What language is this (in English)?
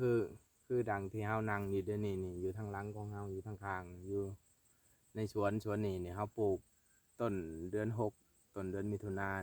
Lao